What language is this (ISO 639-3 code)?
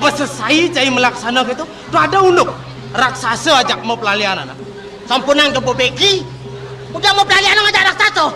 ban